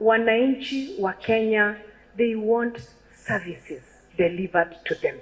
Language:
Gusii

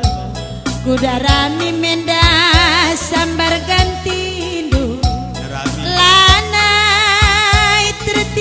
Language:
Batak Karo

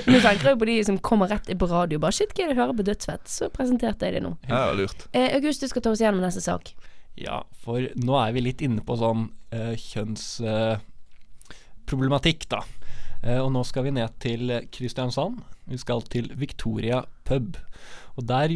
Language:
Norwegian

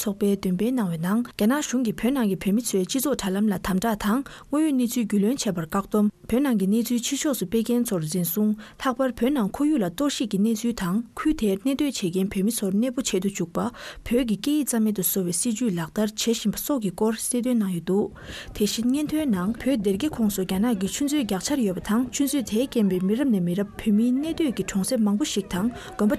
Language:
Tibetan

